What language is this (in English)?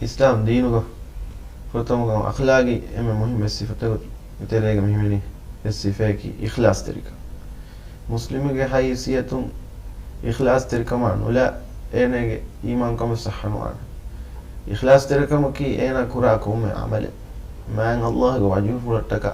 Divehi